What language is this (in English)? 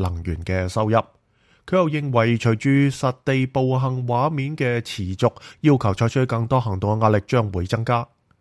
Cantonese